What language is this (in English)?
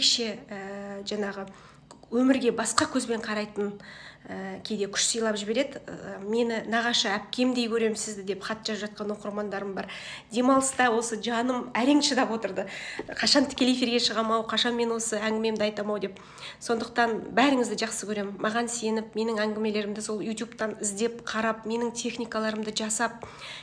Kazakh